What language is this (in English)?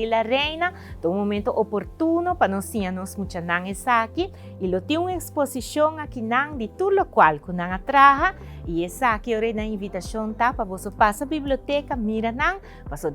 Papiamento